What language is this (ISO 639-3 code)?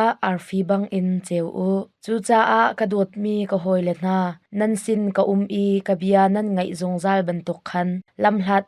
cnh